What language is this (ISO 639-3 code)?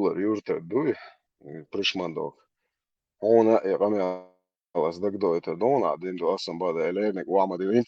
che